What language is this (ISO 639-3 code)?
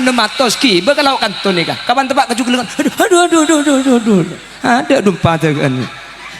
mad